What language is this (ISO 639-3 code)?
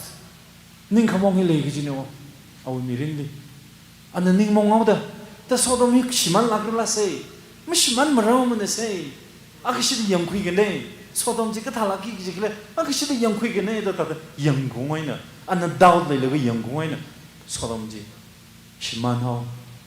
nmf